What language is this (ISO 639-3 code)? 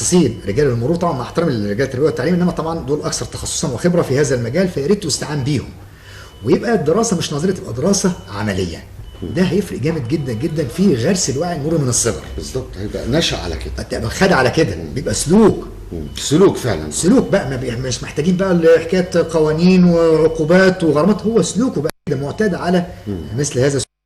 arz